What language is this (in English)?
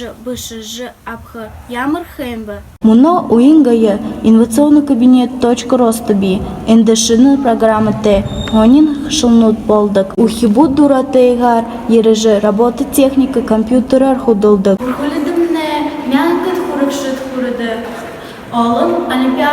Buriat